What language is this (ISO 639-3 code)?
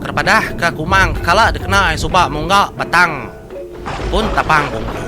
iba